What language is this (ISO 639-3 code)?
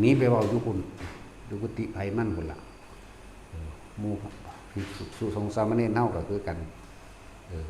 tts